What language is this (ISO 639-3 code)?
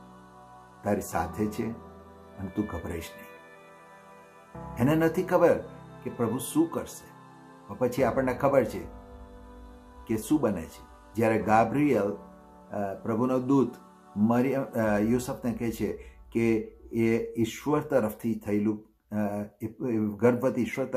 guj